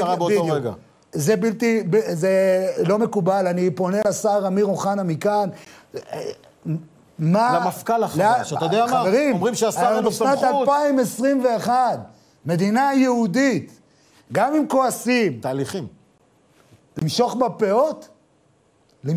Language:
Hebrew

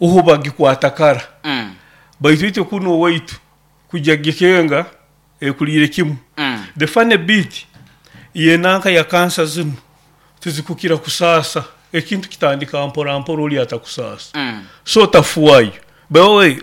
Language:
Nyoro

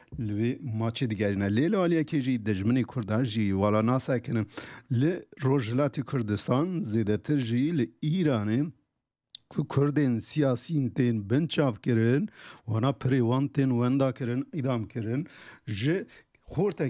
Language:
Kurdish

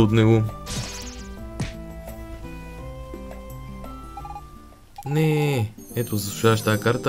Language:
Bulgarian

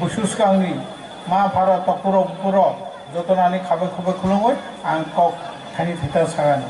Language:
Kok Borok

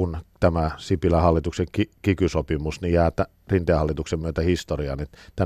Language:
Finnish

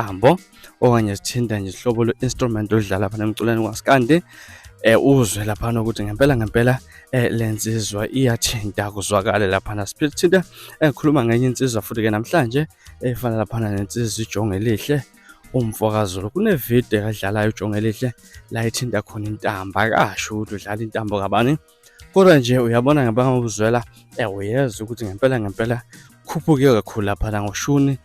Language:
Zulu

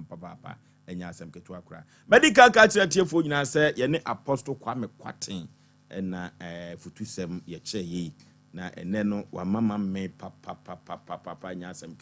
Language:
Akan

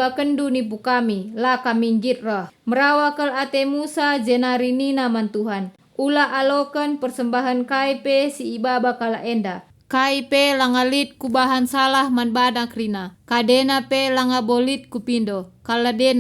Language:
Batak Karo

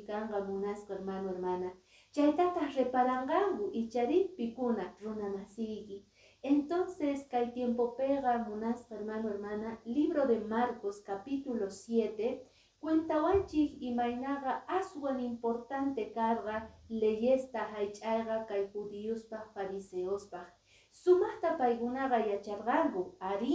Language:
Quechua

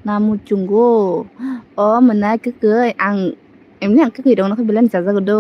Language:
Kok Borok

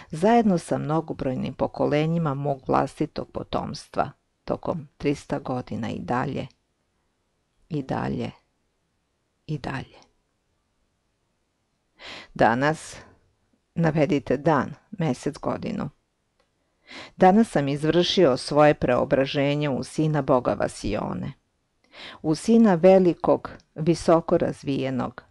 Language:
Serbian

